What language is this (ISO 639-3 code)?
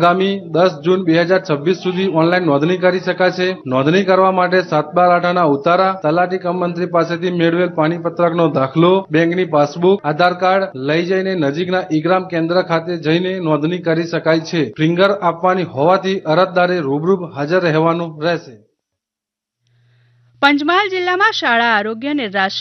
guj